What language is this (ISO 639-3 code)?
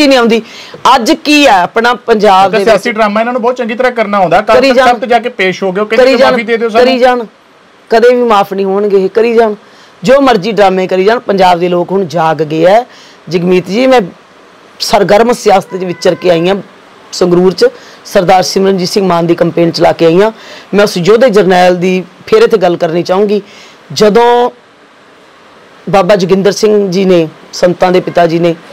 pan